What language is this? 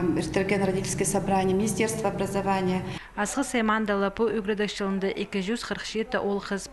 Khakas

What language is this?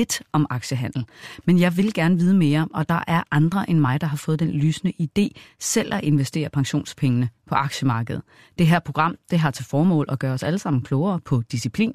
Danish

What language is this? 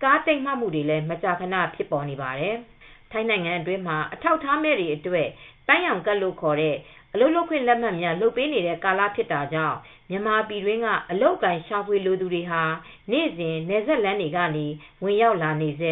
Burmese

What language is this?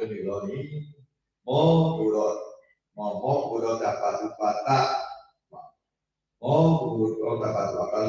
S'gaw Karen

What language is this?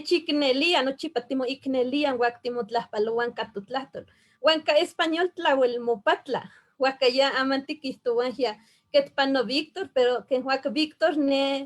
Eastern Huasteca Nahuatl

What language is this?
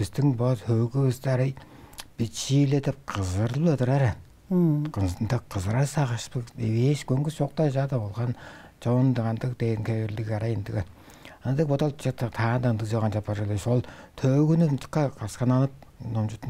Tuvinian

